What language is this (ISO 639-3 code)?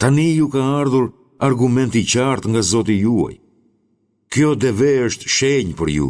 sqi